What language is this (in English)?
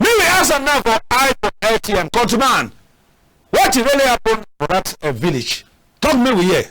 Cameroon Pidgin